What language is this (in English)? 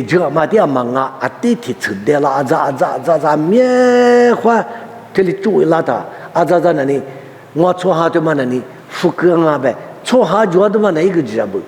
Lisu